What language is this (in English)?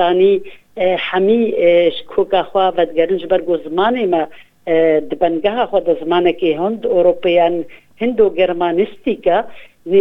Kurdish